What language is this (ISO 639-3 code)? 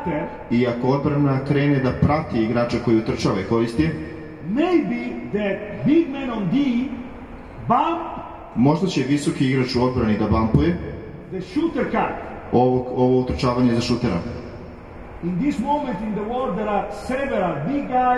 srp